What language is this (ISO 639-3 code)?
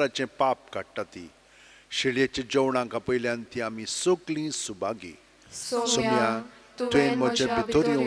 kok